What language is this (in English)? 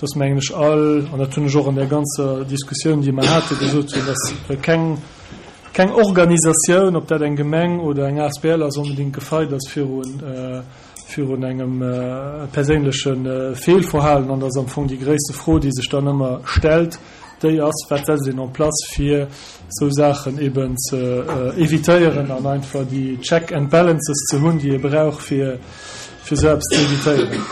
Luxembourgish